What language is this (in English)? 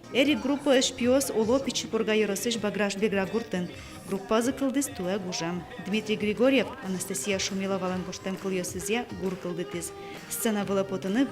Udmurt